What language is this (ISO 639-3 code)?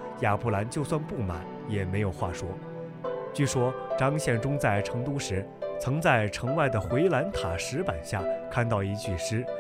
zho